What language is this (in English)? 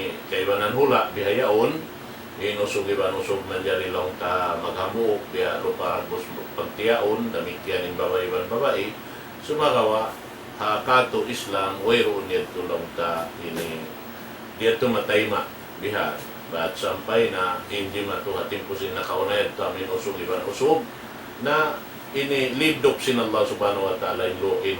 Tausug